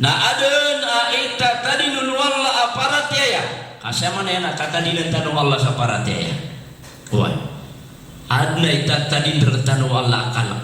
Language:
Maranao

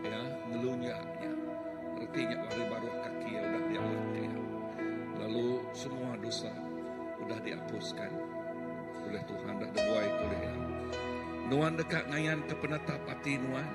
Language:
Iban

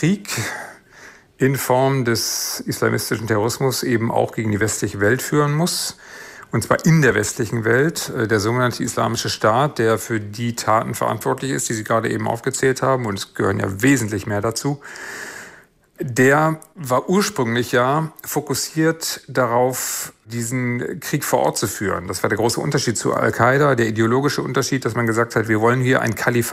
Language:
German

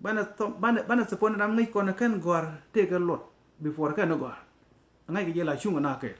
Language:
Nuer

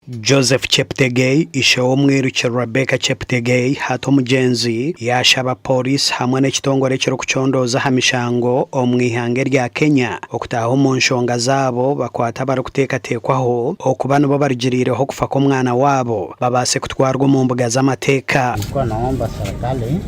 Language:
Nyankole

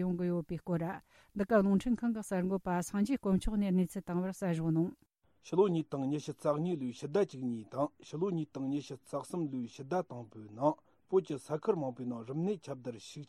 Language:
Tibetan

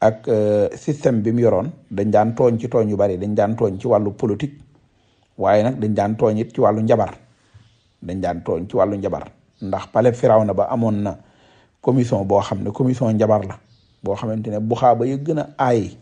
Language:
Wolof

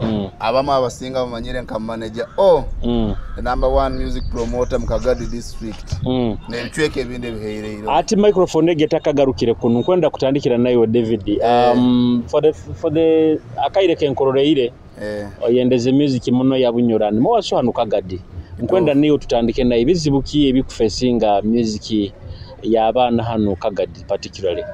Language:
Nyoro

